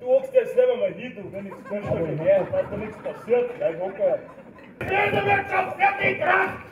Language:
Bavarian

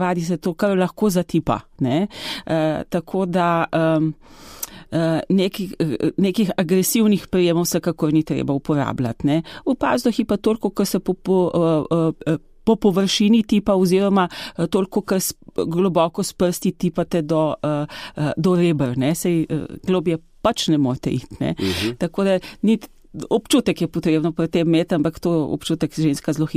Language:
Slovenian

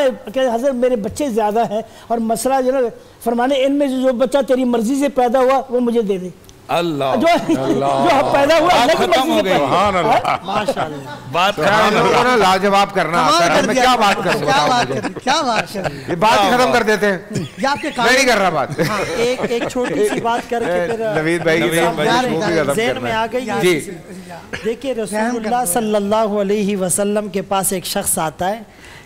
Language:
Urdu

